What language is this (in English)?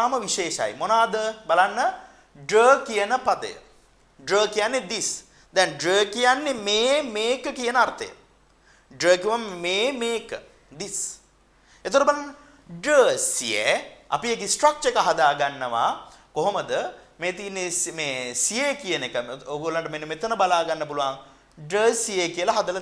Sinhala